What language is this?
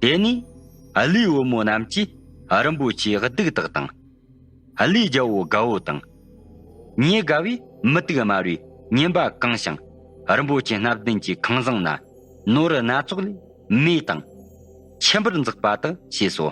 Tibetan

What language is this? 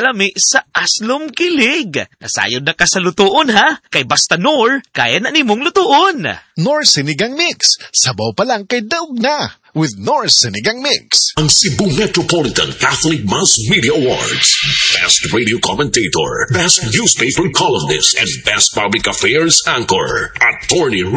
Cebuano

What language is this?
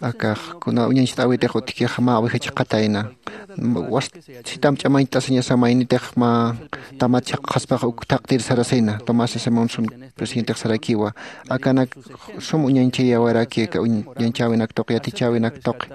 Aymara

